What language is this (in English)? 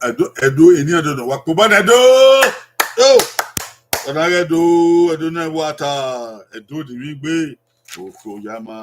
Bini